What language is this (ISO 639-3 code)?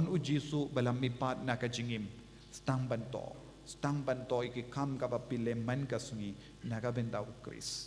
kha